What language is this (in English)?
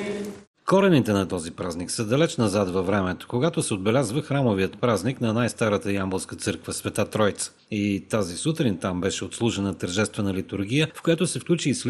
Bulgarian